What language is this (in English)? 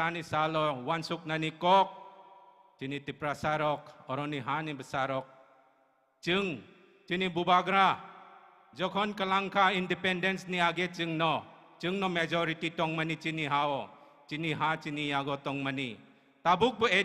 Kok Borok